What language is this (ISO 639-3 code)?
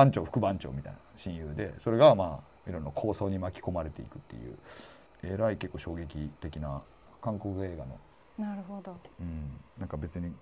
jpn